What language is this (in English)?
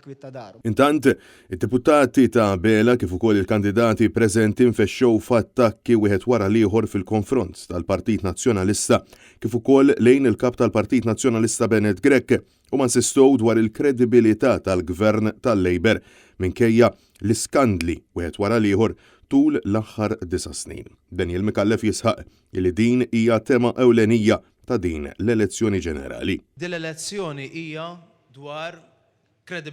Maltese